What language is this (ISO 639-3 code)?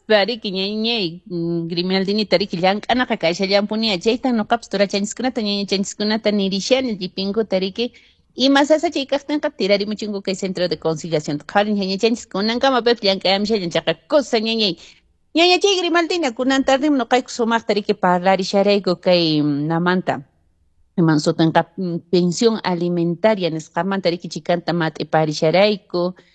que